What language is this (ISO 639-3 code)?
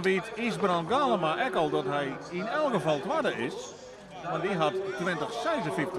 fry